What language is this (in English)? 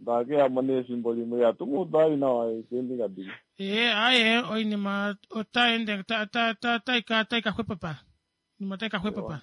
Kuanyama